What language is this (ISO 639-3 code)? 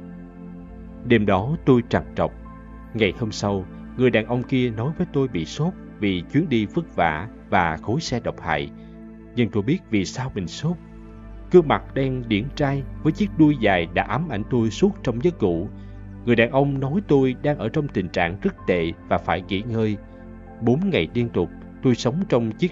vie